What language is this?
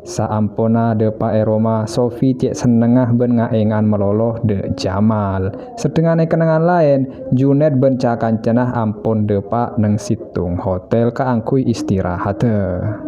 Madurese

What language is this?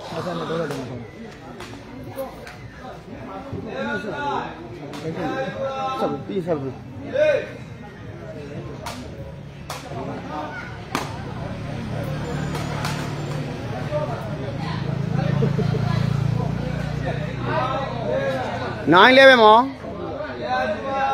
Burmese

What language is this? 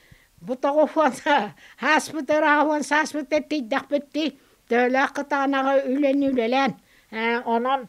Yakut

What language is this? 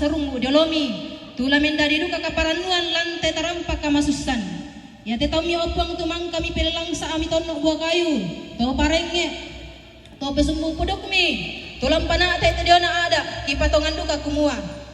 Toraja-Sa'dan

